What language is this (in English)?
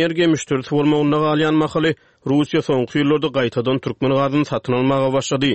Turkmen